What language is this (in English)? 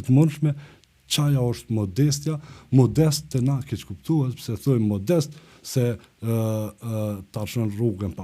Albanian